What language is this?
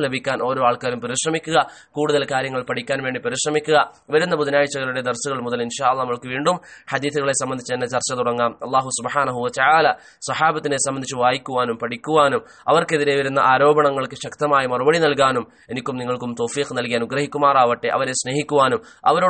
Malayalam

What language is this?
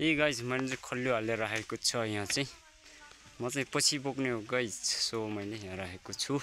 Nepali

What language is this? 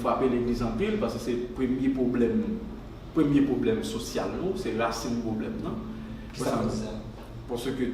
Haitian Creole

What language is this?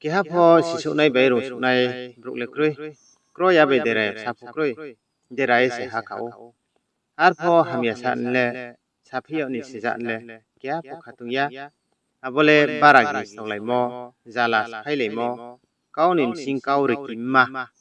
Riang (India)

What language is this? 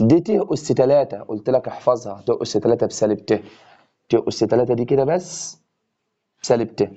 Egyptian Arabic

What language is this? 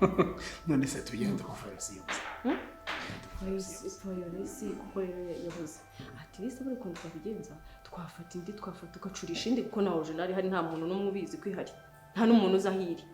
Kinyarwanda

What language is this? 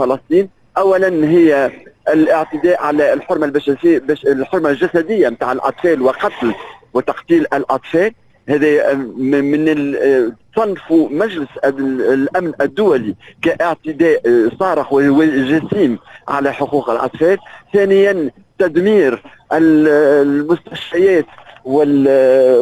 Tunisian Arabic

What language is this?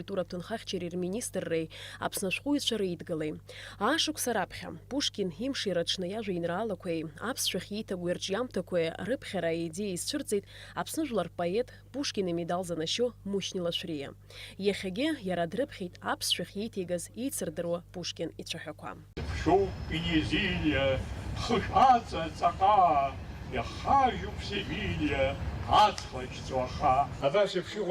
Abkhazian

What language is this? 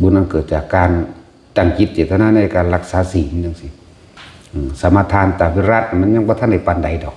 Northeastern Thai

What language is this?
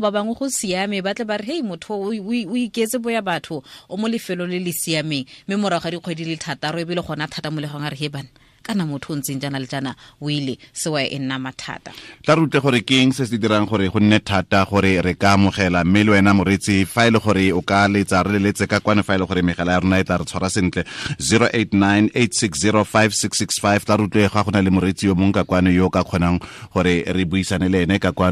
Tswana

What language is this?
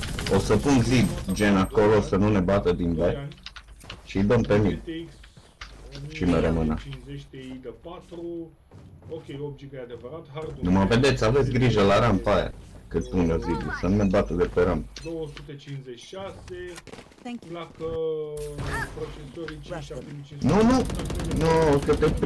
Romanian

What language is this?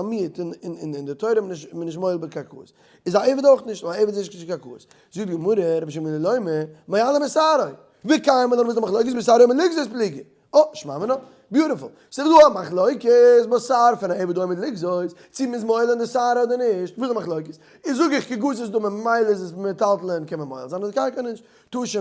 Yiddish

